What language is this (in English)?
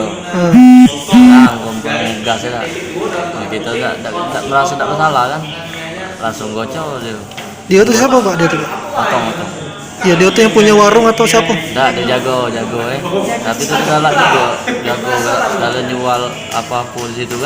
Musi